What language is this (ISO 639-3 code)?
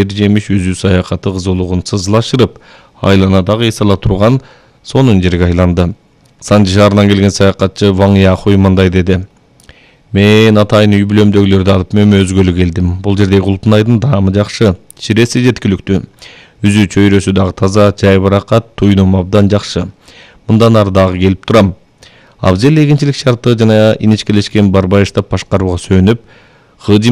kir